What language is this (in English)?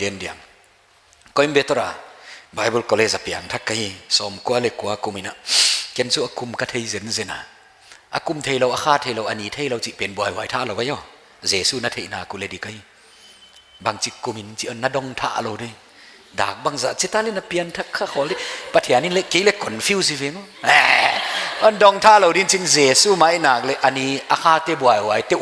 Paite Chin